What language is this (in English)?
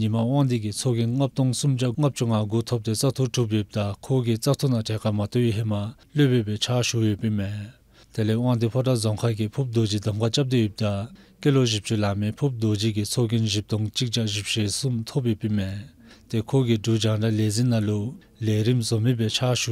Dzongkha